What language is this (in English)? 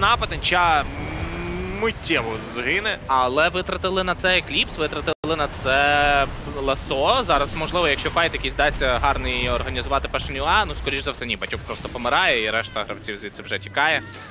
Ukrainian